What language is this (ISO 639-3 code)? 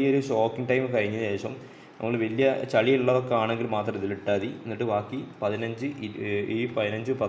mal